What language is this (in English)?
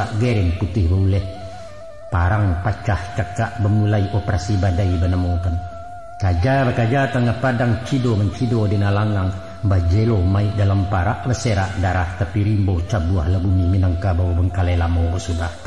Minangkabau